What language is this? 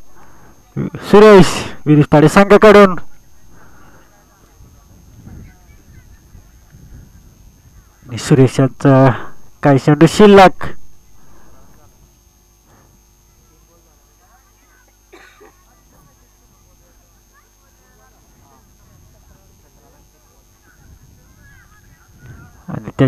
Marathi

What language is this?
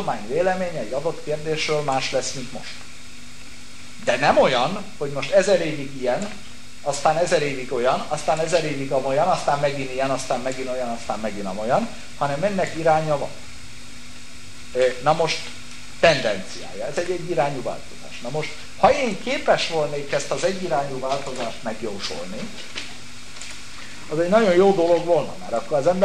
Hungarian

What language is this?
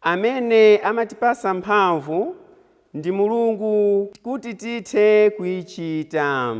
Nyanja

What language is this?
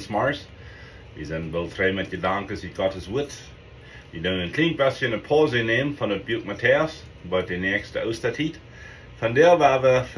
Plautdietsch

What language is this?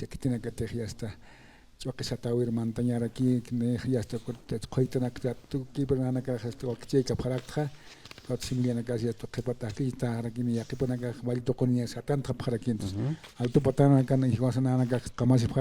Aymara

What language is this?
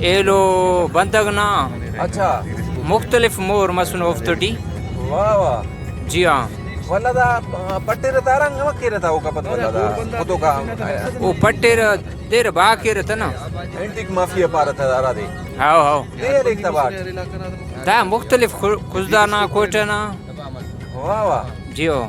Brahui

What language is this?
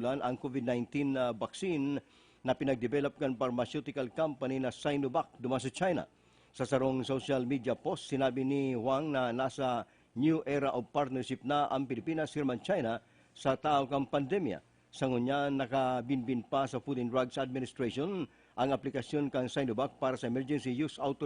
Bikol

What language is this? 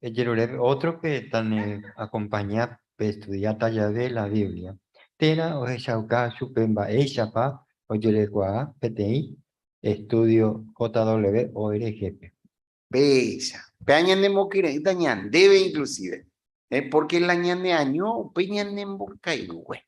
Guarani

